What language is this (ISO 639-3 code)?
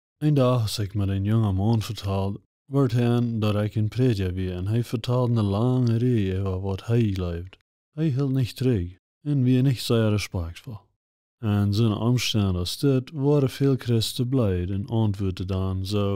pdt